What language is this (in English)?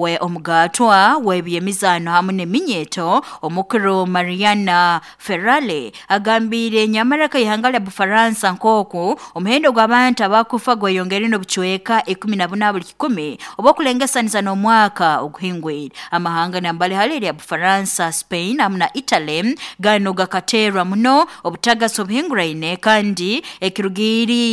Nyoro